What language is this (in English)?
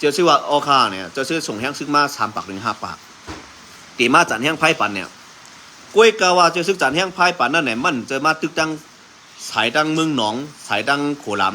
Shan